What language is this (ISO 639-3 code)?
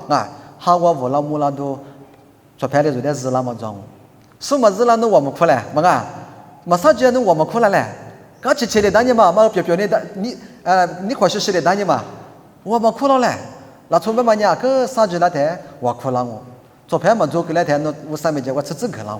lis